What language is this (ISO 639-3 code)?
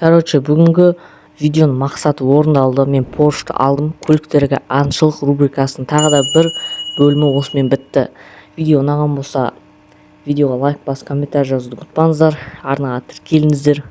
kaz